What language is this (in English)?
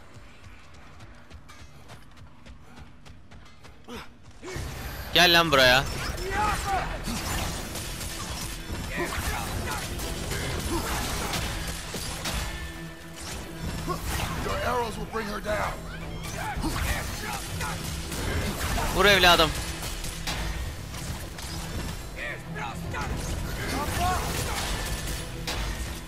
Turkish